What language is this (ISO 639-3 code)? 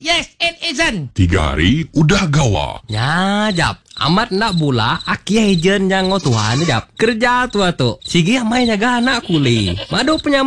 iba